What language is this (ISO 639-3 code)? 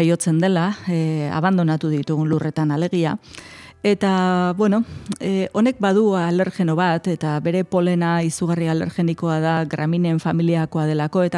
eus